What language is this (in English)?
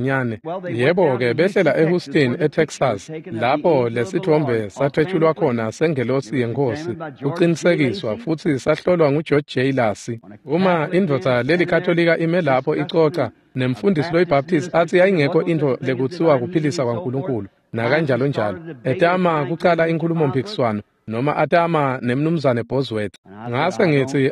Swati